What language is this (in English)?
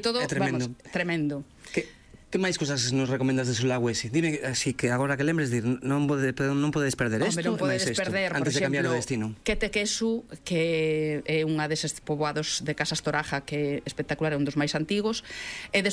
Galician